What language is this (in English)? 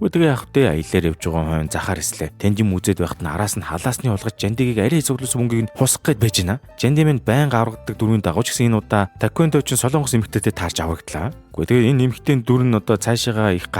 Mongolian